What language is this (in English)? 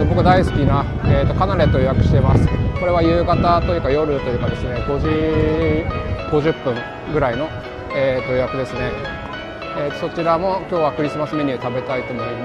Japanese